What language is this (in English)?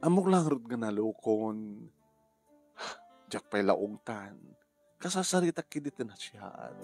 Iloko